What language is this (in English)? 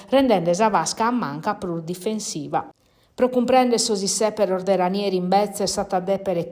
Sardinian